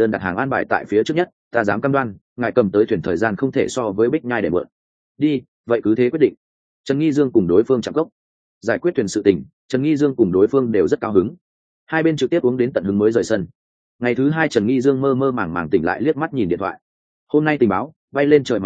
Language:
Vietnamese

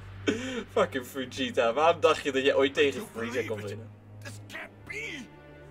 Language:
Dutch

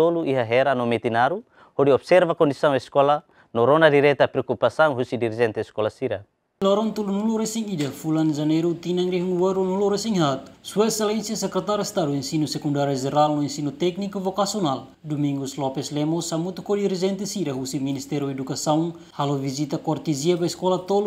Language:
Tetum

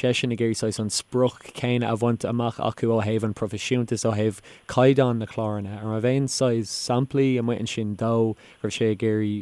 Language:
Irish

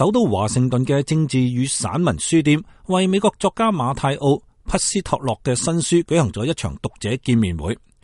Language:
Cantonese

